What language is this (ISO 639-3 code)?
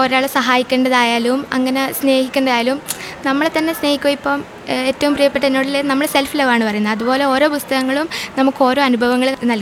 mal